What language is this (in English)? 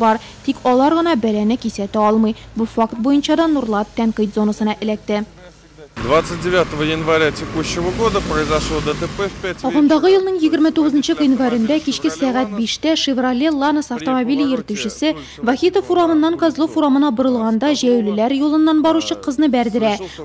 Tatar